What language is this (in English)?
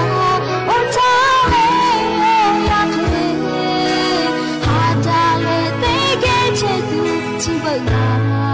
Thai